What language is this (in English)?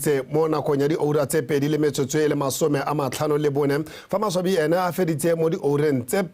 Tswana